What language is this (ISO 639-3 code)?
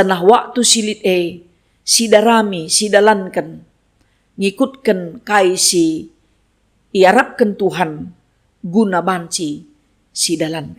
btx